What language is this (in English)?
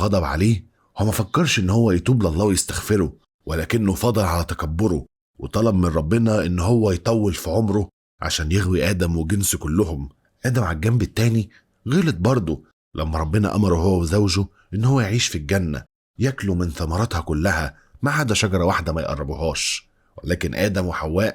Egyptian Arabic